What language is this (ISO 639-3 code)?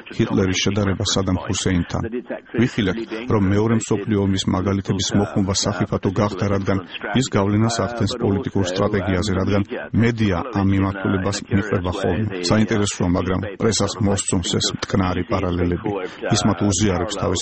kat